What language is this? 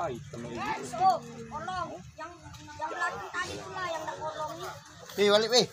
Musi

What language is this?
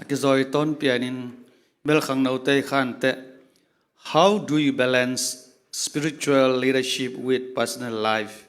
Tedim Chin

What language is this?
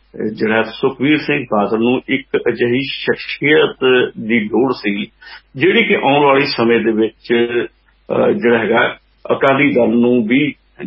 Punjabi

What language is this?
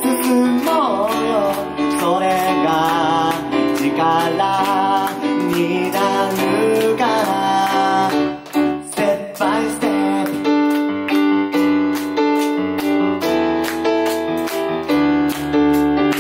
Japanese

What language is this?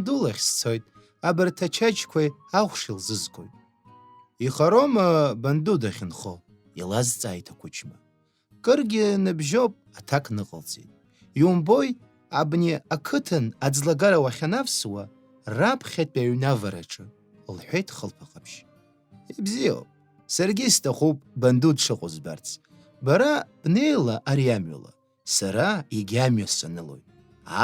Abkhazian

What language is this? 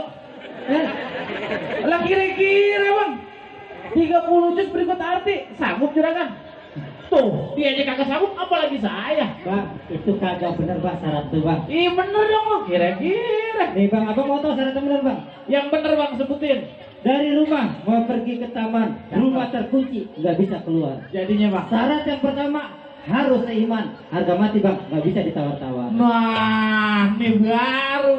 Betawi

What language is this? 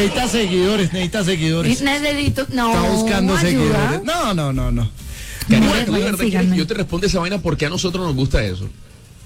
Spanish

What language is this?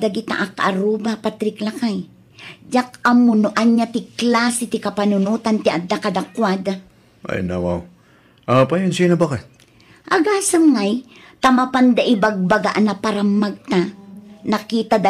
Iloko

